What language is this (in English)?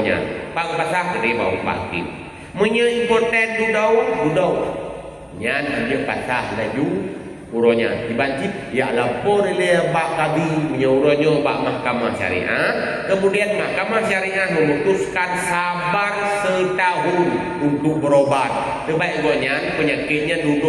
Achinese